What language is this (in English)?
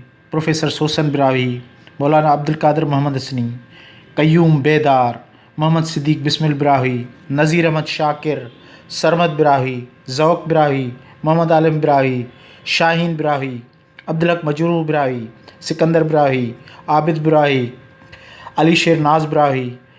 Brahui